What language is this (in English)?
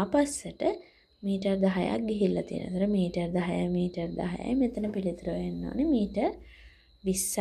Sinhala